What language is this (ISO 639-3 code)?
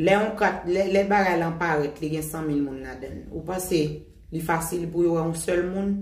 hat